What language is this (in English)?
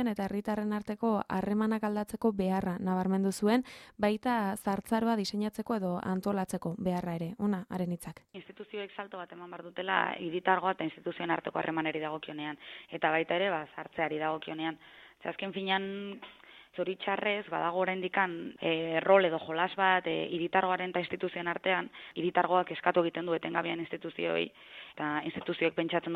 Basque